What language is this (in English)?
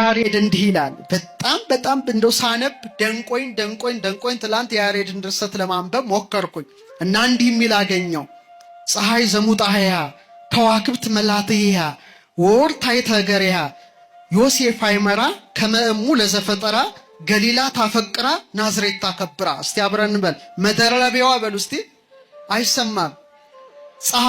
Amharic